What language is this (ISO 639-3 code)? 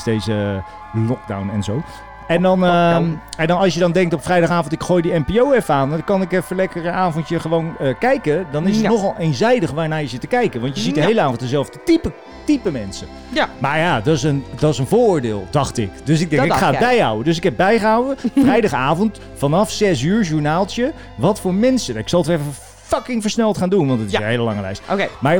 nld